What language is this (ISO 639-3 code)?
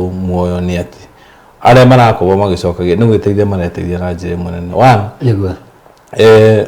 kik